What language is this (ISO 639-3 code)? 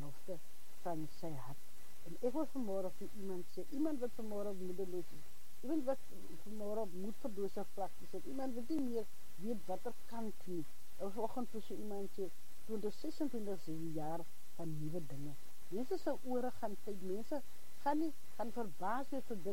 afr